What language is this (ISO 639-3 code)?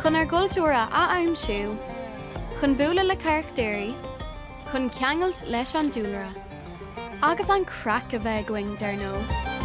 gle